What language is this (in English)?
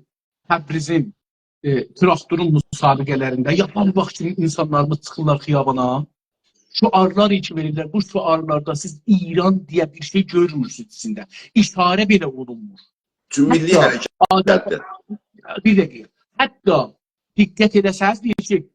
South Azerbaijani